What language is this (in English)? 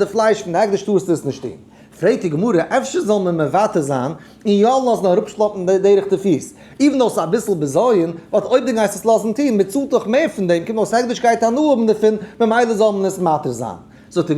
Yiddish